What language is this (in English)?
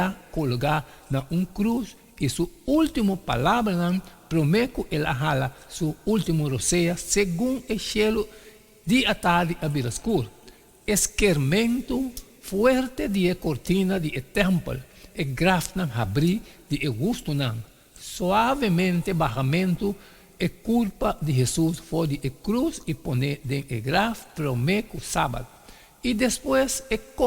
Papiamento